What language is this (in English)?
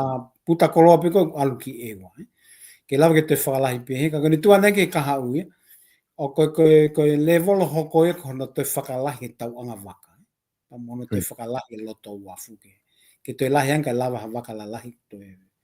Tongan